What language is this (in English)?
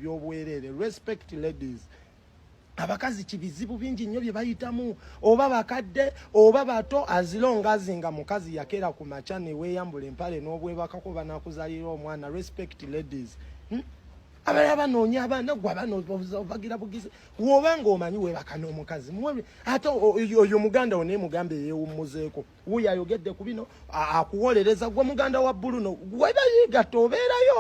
Ganda